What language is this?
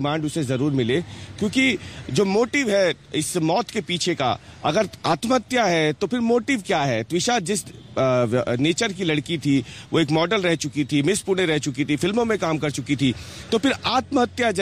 Hindi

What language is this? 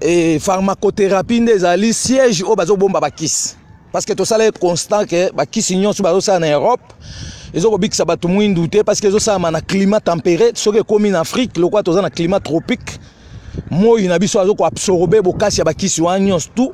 Lingala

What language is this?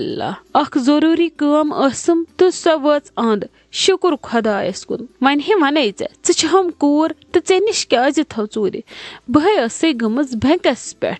Kashmiri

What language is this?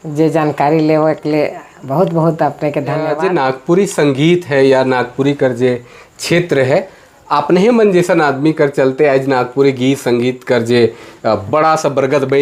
Sadri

